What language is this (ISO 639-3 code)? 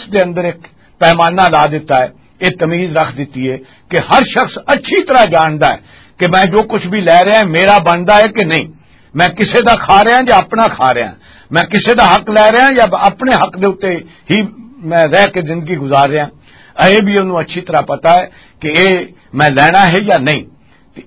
lah